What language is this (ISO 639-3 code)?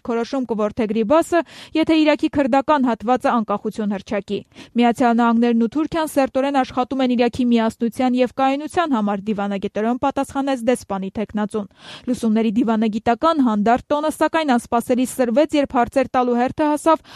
hye